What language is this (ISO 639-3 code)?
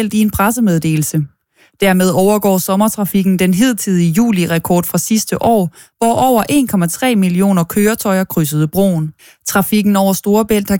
dan